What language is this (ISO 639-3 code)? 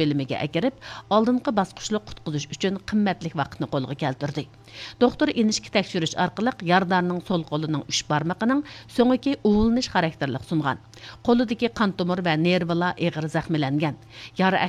uig